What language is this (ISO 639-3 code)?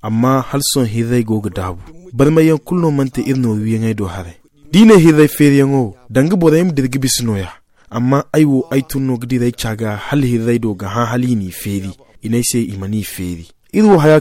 dje